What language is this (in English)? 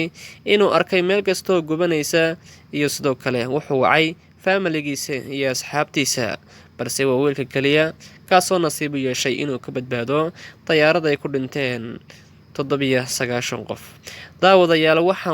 Somali